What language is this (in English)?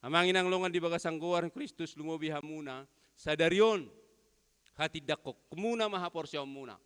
Batak Toba